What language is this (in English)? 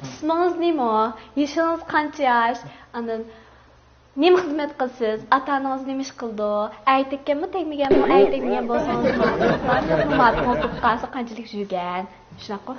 Uyghur